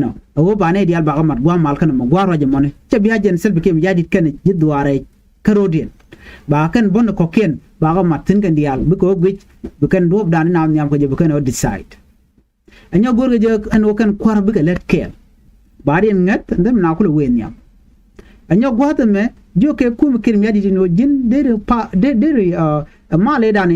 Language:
Nuer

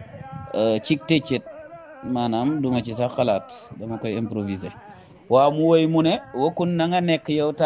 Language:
Wolof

